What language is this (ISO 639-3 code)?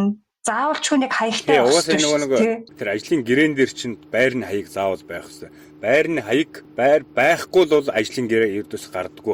mon